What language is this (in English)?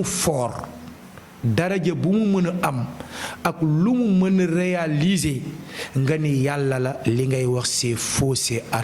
Wolof